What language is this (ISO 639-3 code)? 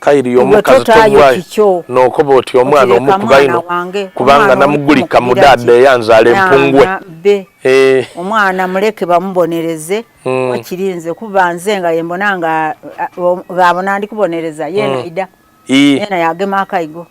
xog